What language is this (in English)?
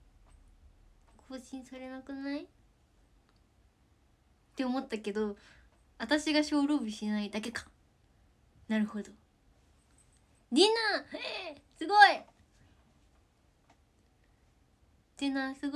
Japanese